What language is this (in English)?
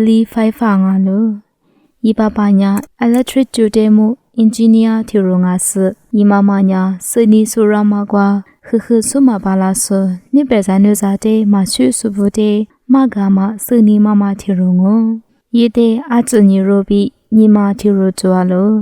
Lisu